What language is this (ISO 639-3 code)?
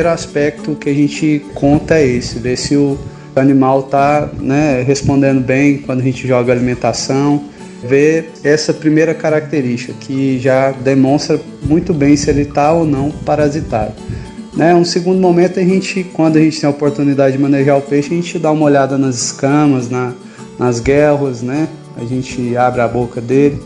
por